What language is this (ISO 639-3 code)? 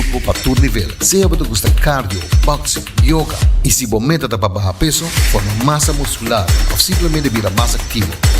pap